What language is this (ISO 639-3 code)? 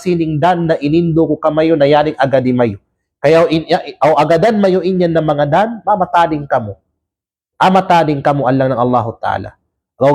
kqe